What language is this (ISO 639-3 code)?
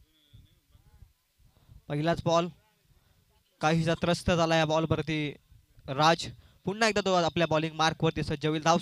mar